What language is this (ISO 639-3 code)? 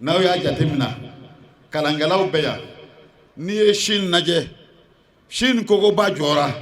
bam